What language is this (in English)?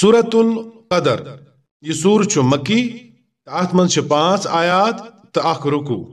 Kashmiri